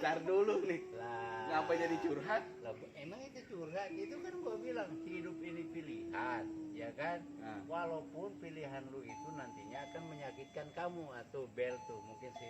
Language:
Betawi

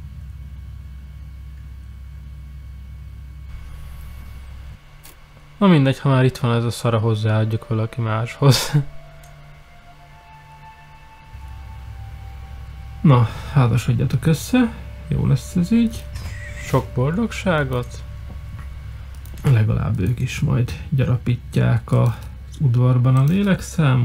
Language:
Hungarian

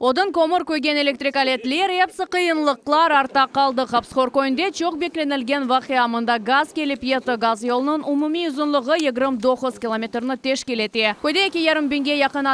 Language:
Crimean Tatar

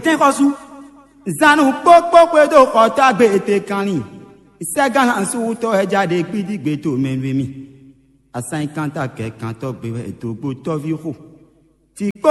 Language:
Fon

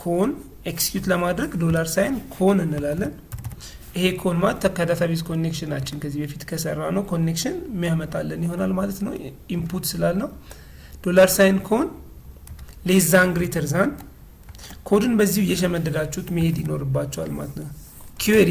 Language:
Amharic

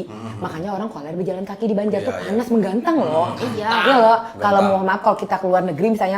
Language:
Banjar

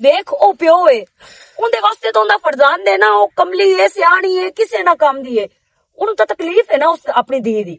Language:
Western Panjabi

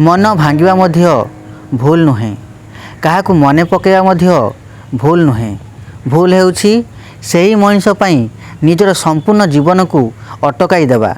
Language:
Odia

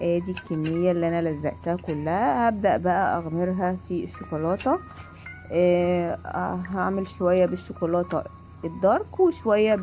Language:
Egyptian Arabic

